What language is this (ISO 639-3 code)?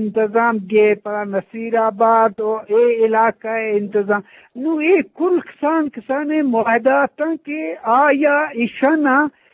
bgp